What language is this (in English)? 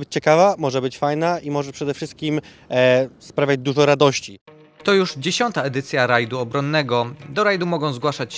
Polish